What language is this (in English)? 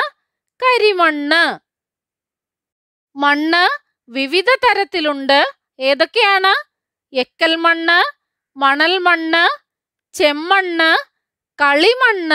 Malayalam